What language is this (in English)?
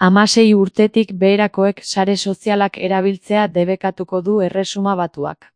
Basque